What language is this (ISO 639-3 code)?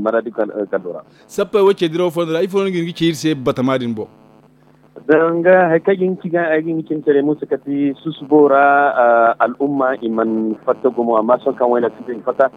dje